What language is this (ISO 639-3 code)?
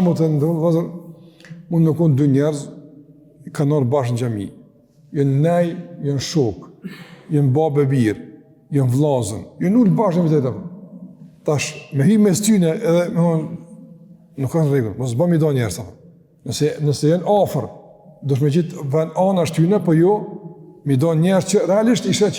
sqi